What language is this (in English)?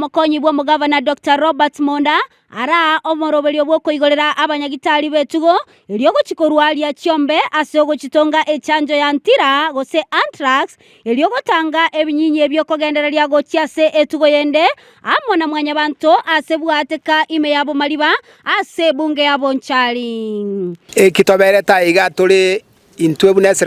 Gusii